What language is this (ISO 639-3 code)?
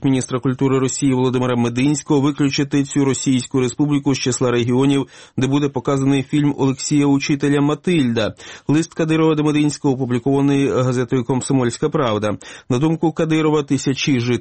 ukr